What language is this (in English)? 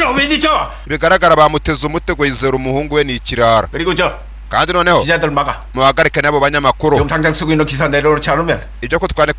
Kinyarwanda